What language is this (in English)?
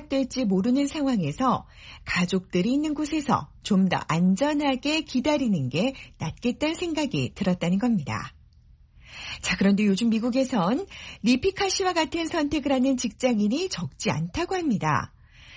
Korean